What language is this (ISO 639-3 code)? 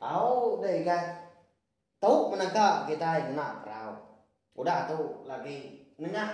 iba